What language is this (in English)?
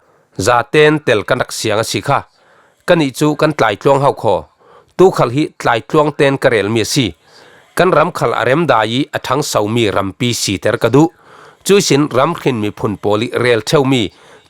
Falam Chin